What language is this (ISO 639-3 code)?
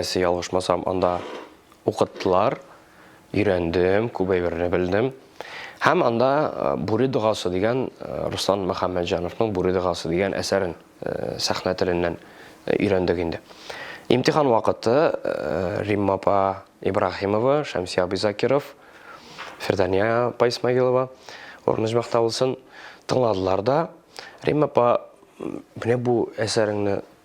tat